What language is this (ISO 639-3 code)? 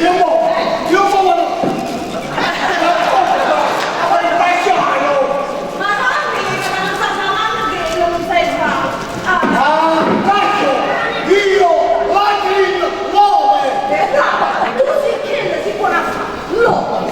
nap